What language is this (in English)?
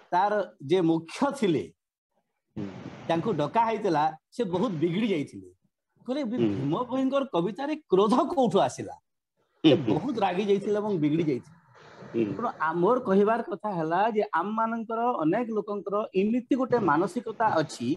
Odia